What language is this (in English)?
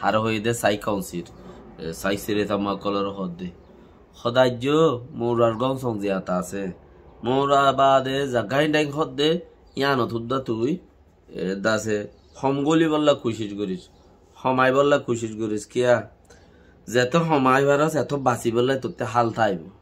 Rohingya